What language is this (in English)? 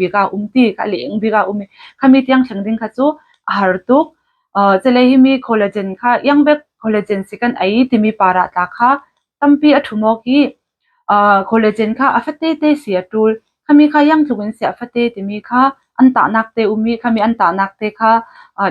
Falam Chin